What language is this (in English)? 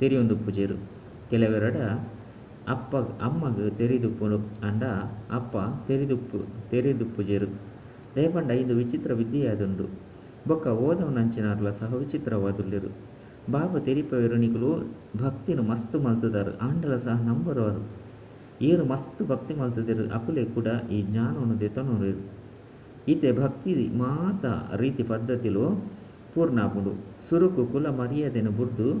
Tulu